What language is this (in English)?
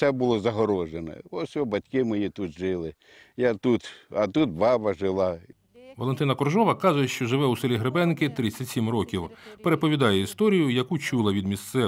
Ukrainian